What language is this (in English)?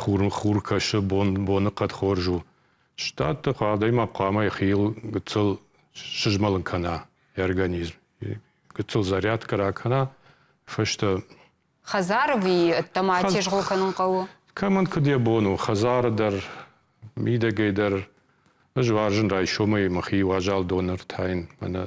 Ossetic